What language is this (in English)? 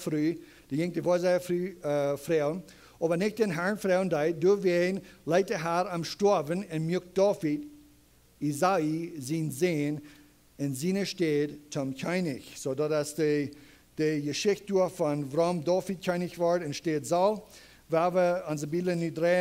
Plautdietsch